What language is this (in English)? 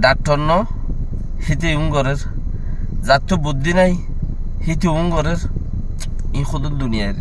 Rohingya